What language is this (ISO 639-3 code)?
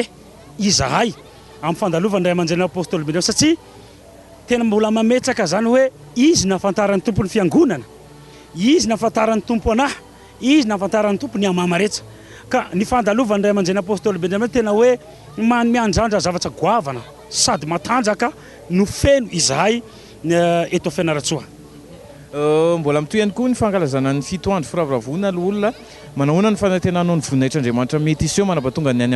mlg